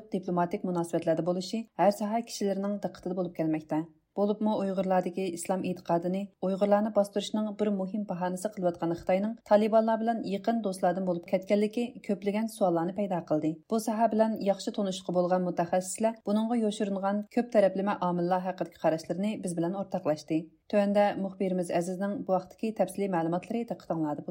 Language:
Uyghur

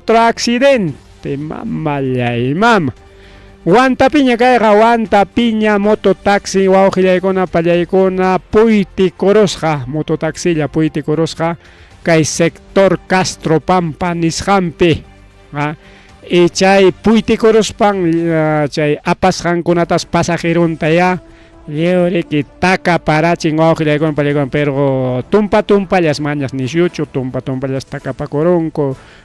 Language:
Ayacucho Quechua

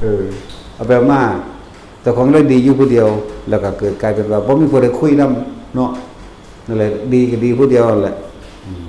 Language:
Northeastern Thai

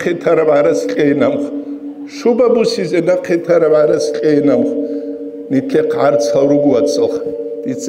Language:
Avaric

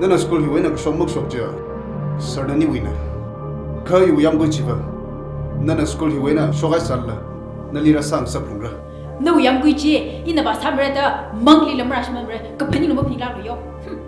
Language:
Tangkhul Naga (India)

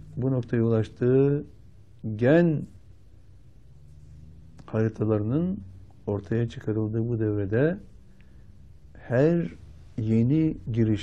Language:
Turkish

